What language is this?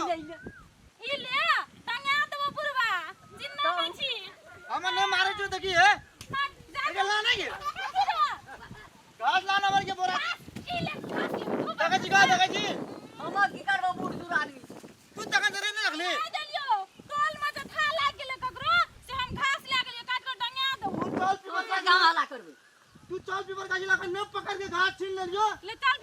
Maithili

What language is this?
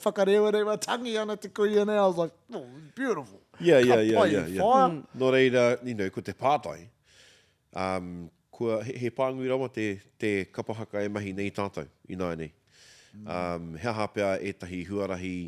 Māori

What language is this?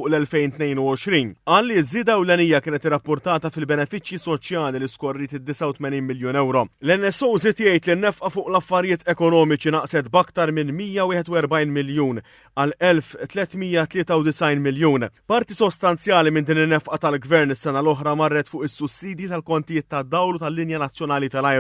Maltese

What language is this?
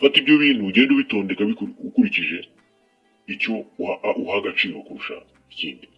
Kinyarwanda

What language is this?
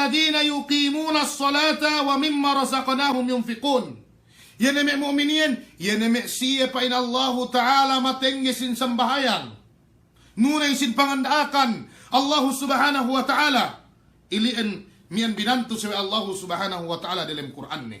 Yakan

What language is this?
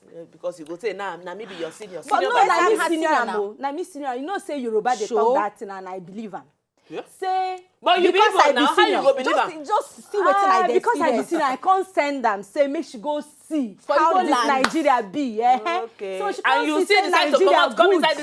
Nigerian Pidgin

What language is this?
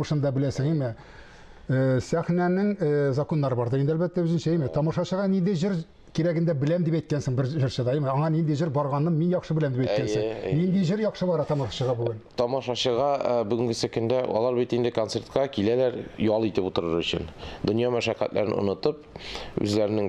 Tatar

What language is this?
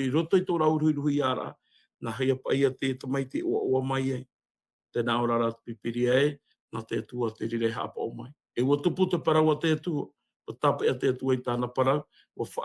Tahitian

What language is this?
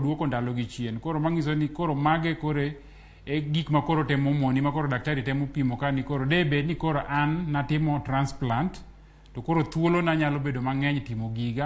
Luo (Kenya and Tanzania)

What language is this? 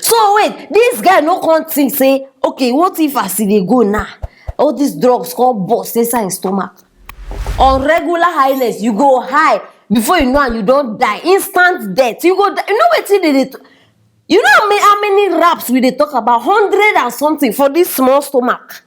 Nigerian Pidgin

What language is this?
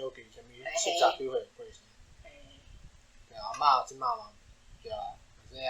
Min Nan Chinese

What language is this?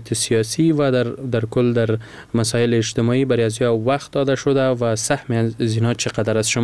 Persian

